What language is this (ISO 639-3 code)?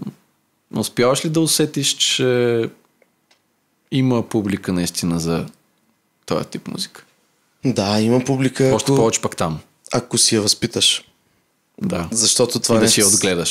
bul